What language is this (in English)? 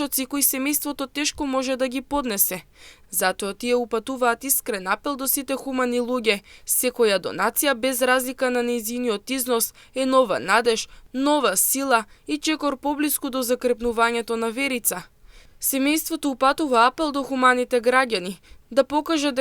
Macedonian